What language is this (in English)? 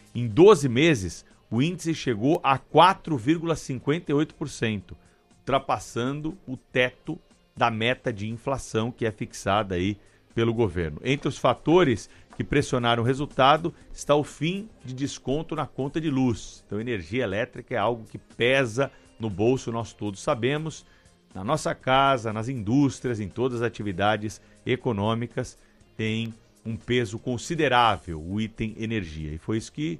Portuguese